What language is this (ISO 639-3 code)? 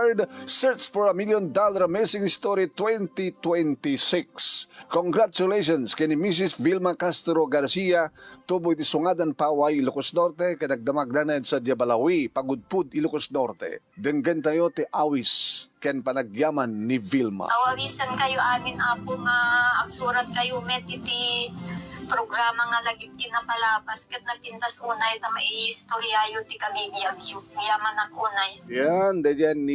ilo